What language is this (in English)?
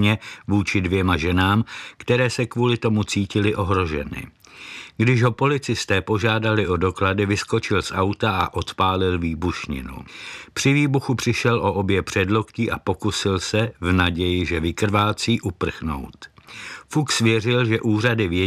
Czech